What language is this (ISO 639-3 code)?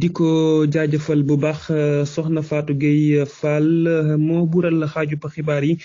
wol